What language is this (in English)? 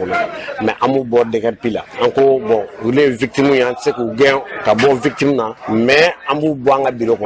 Bambara